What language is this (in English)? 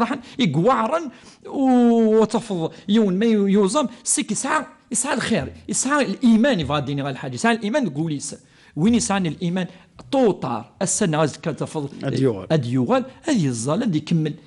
Kabyle